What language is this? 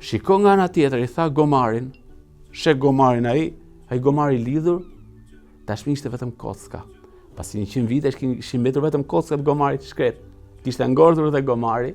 Albanian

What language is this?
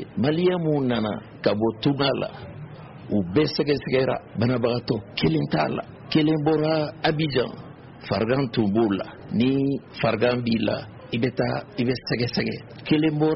Bambara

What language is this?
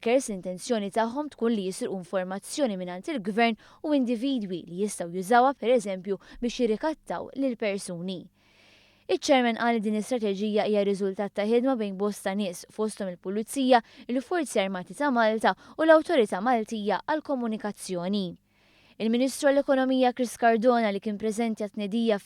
Maltese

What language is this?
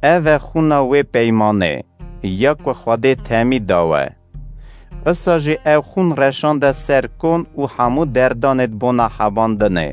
Kurdish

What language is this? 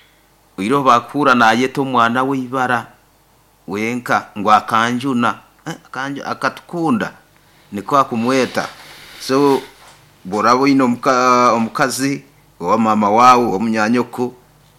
Nyoro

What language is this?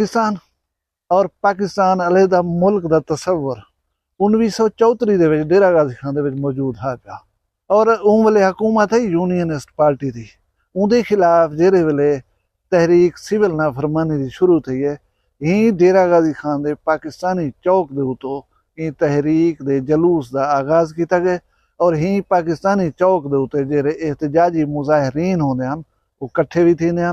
Saraiki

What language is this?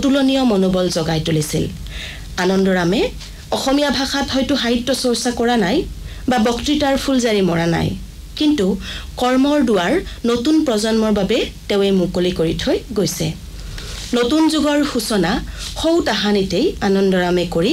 Assamese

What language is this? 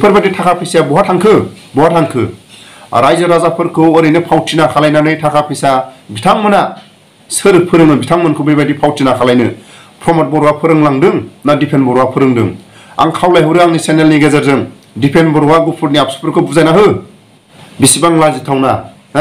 Bodo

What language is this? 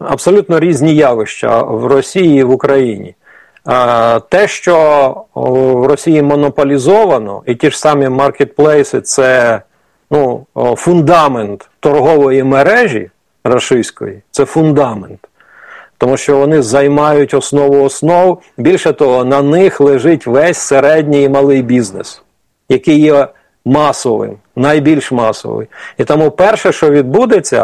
Ukrainian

